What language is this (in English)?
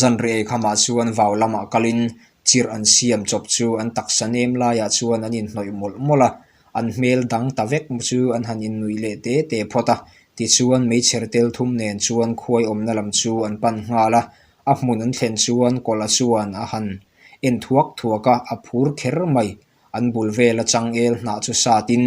Mizo